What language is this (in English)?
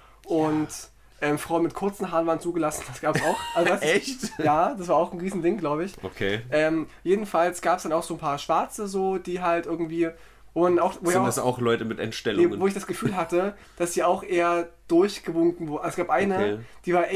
German